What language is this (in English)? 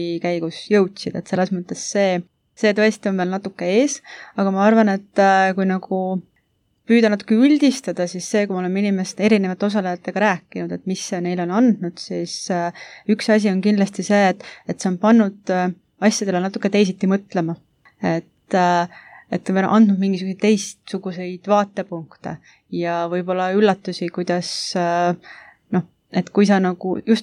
Estonian